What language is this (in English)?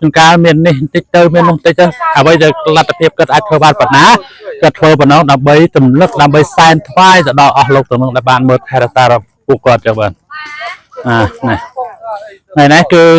Khmer